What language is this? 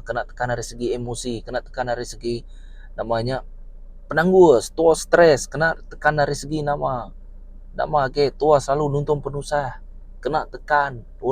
Iban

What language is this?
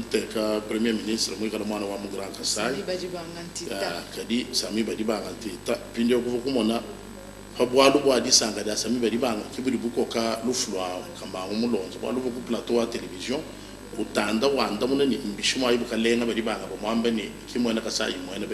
Luba-Lulua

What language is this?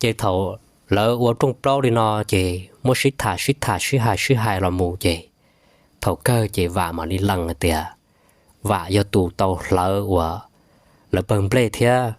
Hmong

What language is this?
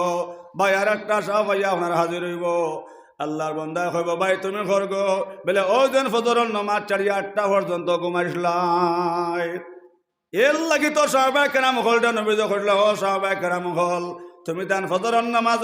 Sylheti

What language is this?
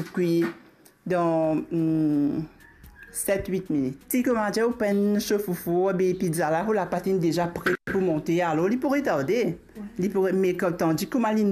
Morisyen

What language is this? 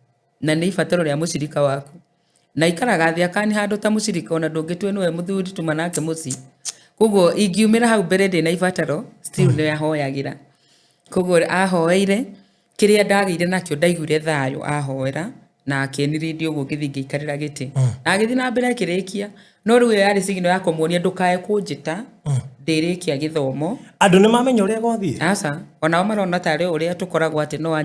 Kikuyu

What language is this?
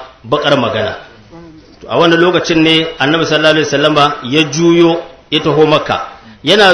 Hausa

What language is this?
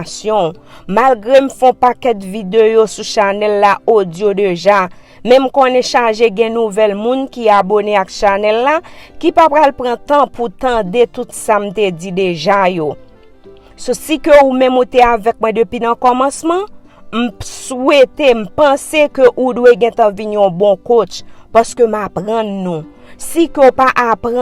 Haitian Creole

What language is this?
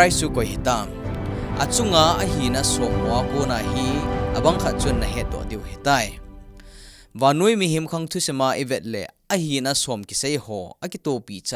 Thado Chin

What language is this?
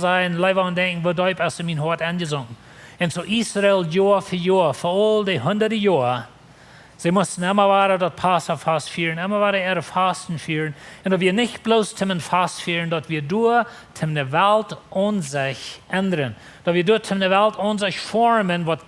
Plautdietsch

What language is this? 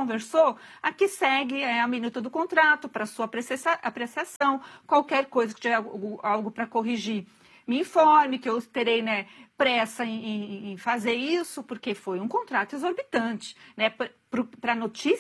Portuguese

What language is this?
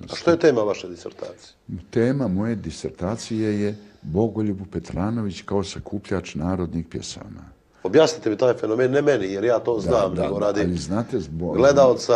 Serbian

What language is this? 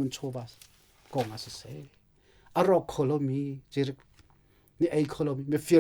Hakha Chin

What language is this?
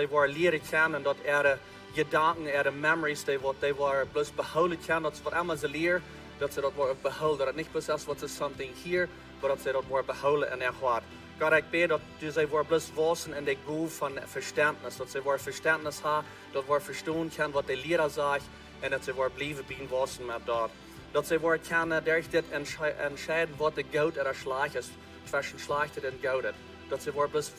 Plautdietsch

